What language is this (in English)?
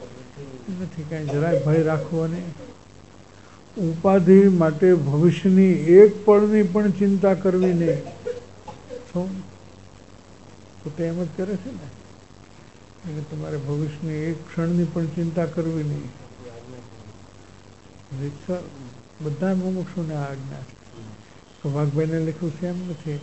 Gujarati